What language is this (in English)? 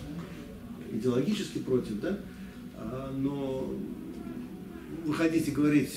Russian